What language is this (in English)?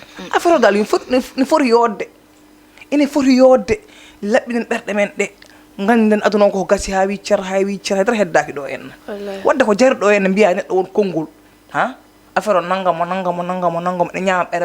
Fula